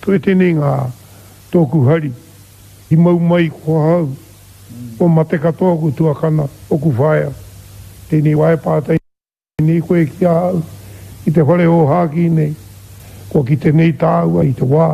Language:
Māori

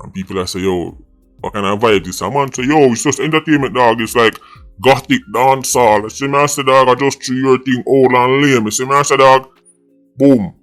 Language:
Jamaican Creole English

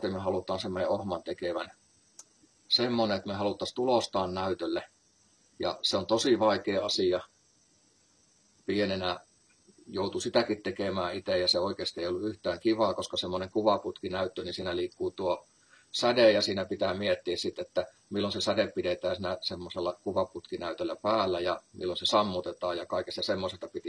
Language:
Finnish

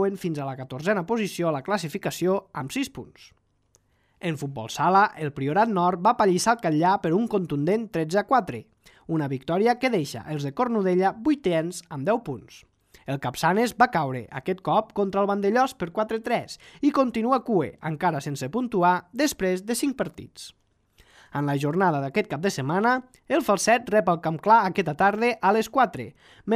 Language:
Catalan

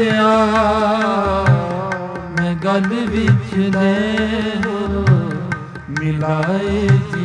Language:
Punjabi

